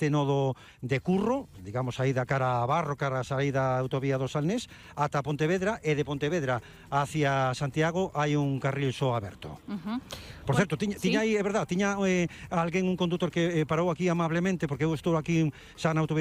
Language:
Galician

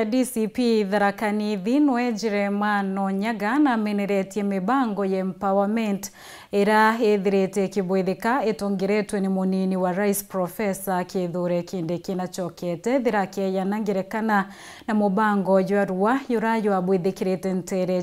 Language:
Meru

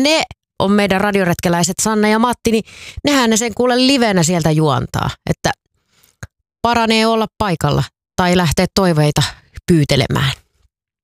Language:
Finnish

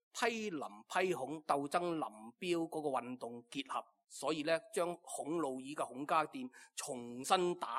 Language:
Cantonese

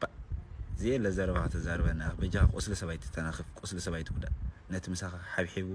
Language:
Tigrinya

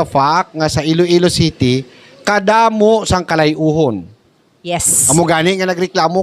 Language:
Hiligaynon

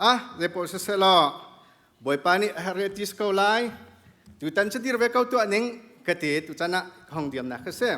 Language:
Hakha Chin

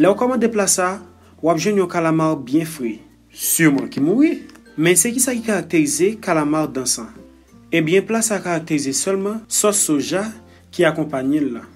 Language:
Haitian Creole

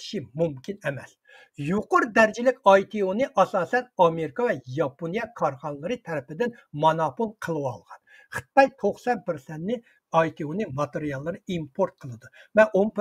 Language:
Uyghur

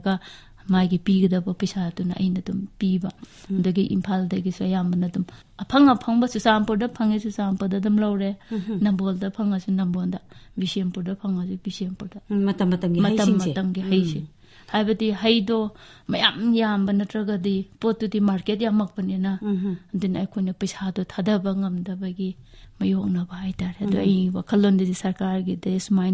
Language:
Manipuri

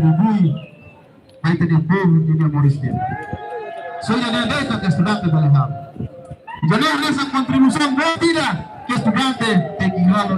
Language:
Tetum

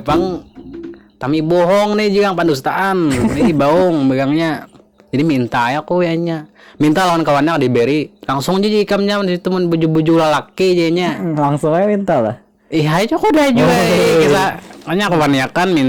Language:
Banjar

